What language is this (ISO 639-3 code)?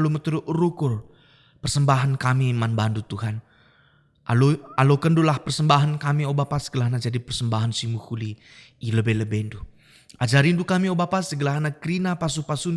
btx